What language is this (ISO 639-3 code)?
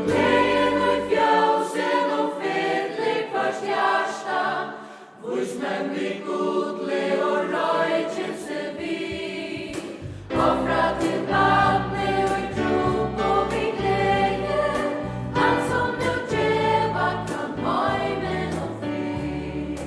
fao